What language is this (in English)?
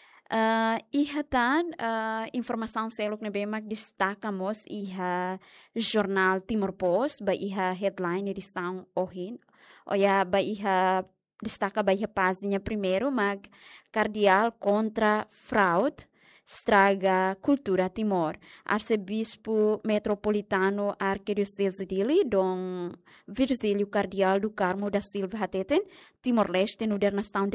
Tetum